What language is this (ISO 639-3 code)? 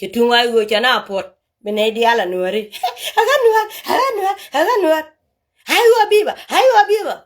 nus